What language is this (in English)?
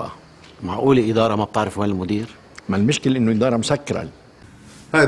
North Levantine Arabic